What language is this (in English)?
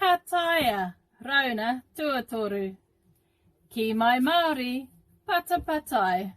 Māori